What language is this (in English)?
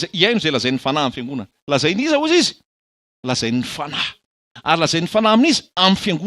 Malagasy